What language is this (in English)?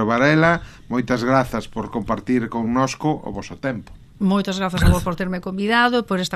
Galician